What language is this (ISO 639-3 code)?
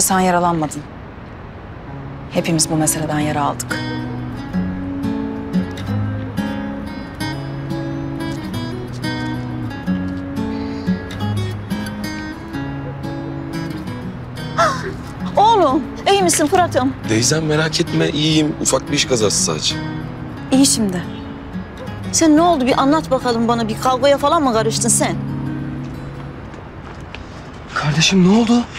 tur